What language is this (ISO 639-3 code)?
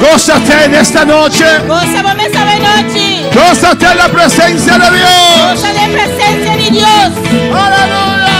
pap